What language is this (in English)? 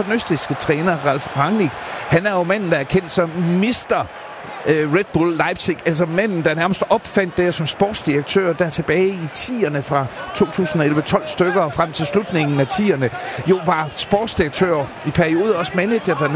Danish